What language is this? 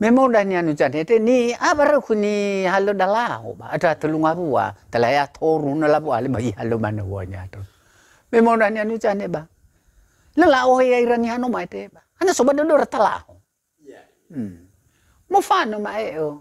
Nias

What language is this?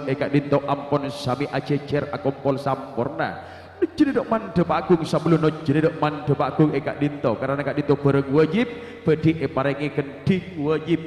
Madurese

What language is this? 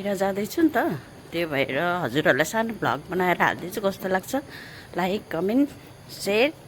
Nepali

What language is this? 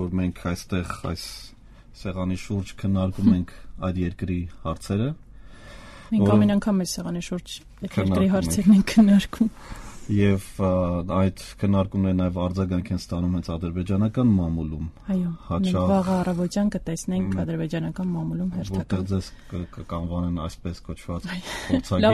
Armenian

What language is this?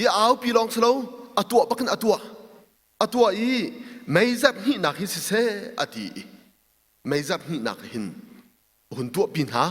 Hakha Chin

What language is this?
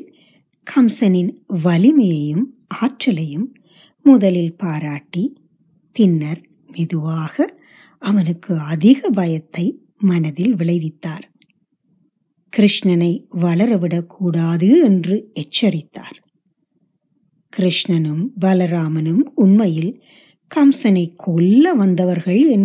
Tamil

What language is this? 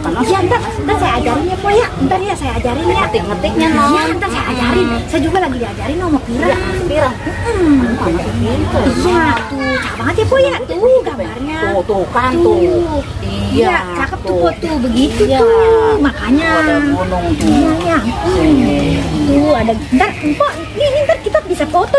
Betawi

